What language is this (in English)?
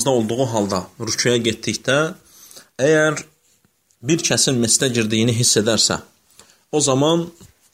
Azerbaijani